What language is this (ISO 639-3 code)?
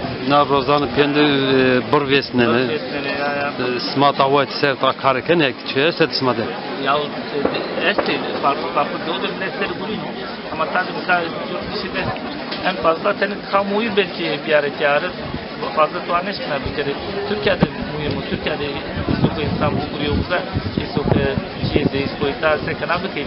zza